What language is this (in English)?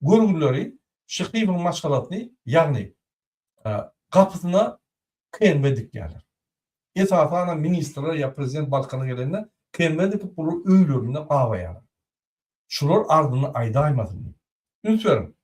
Turkmen